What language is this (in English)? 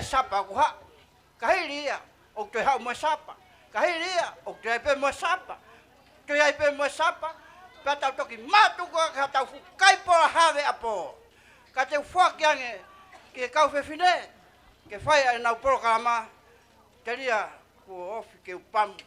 Tongan